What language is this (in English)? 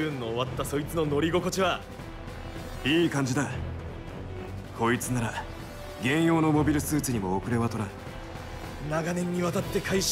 Japanese